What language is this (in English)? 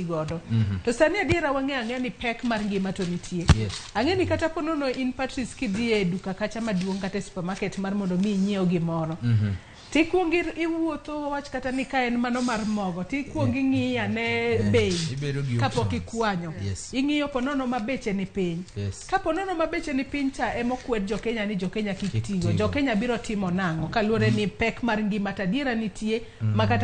Luo (Kenya and Tanzania)